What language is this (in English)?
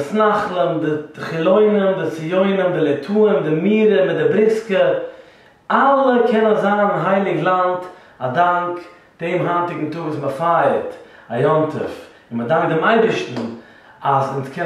Yiddish